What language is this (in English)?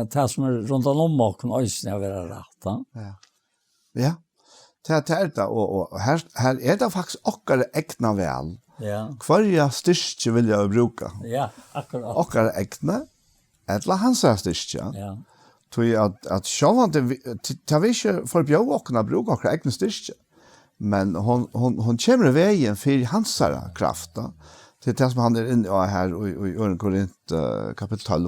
Faroese